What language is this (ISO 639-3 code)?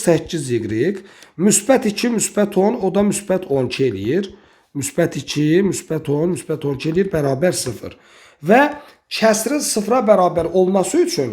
aze